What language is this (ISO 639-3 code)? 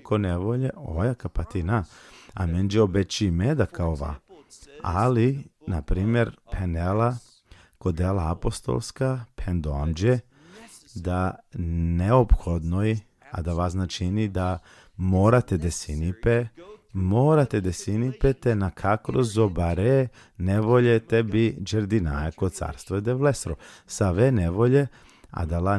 rmn